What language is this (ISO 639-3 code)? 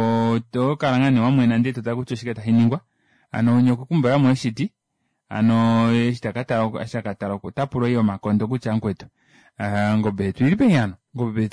kua